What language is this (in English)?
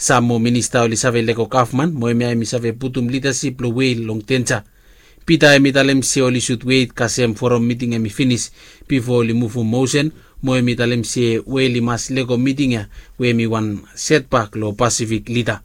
Bislama